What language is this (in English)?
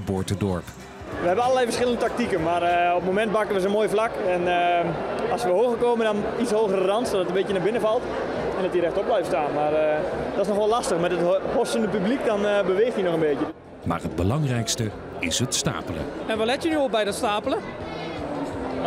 Dutch